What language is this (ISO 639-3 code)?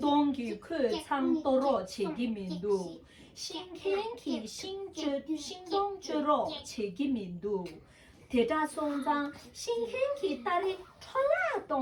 bod